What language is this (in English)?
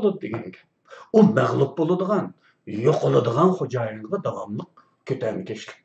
Uyghur